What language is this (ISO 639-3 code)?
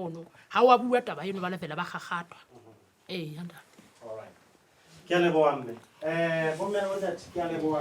sot